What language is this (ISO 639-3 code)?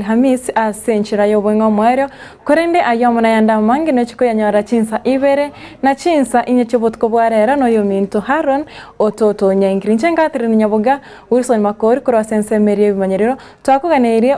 guz